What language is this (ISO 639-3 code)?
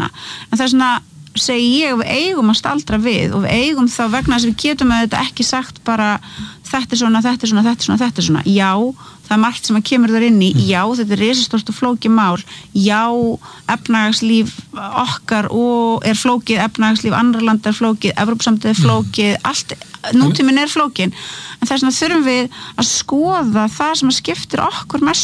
isl